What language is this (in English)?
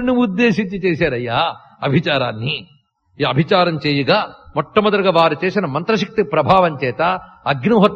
Telugu